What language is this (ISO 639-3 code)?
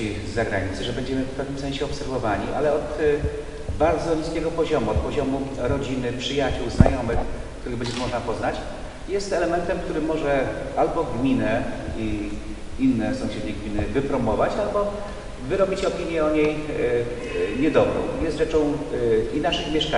pol